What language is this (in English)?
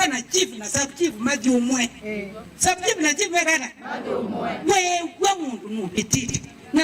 Kamba